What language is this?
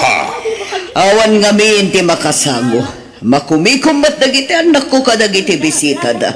Iloko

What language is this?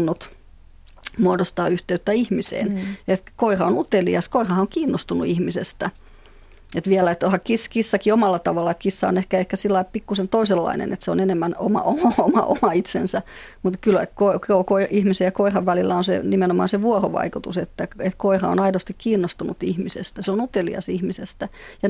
Finnish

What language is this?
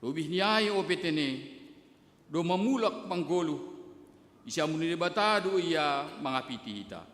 Batak Simalungun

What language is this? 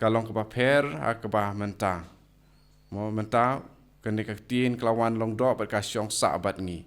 Khasi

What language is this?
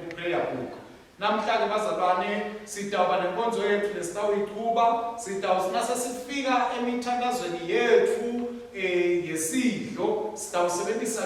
Swati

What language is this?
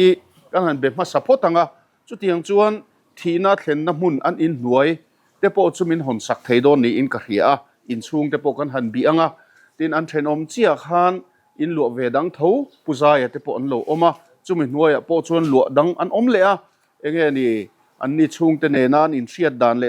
Mizo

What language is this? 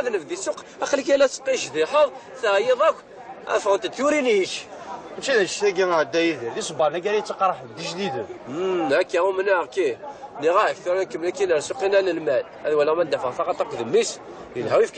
Kabyle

